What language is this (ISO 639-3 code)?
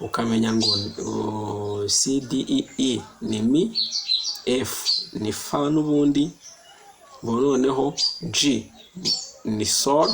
kin